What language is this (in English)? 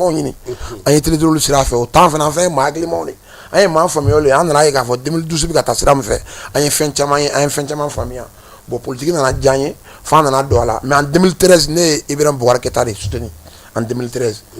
Bambara